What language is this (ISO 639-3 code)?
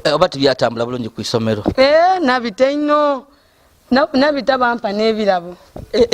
xog